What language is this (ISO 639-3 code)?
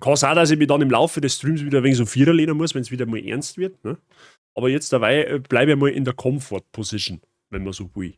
bar